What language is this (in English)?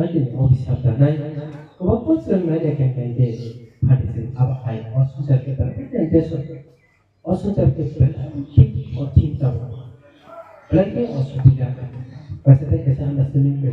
Kok Borok